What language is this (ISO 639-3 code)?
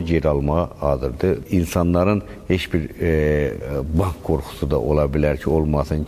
aze